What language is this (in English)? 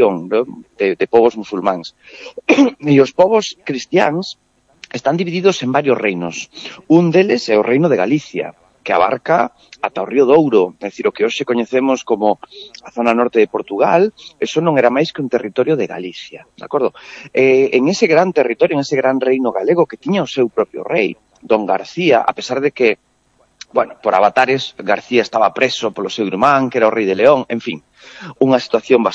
Galician